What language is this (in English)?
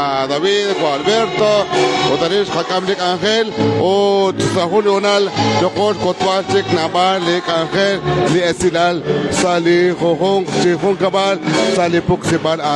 Kekchí